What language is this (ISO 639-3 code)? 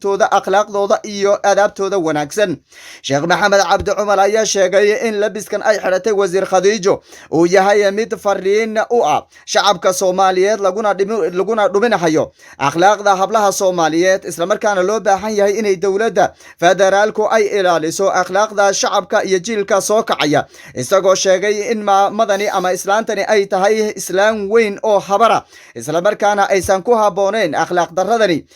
som